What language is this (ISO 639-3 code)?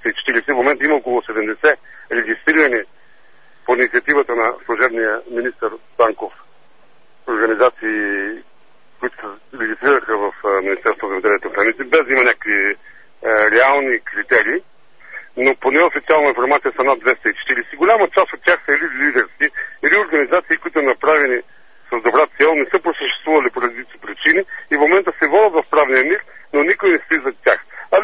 bul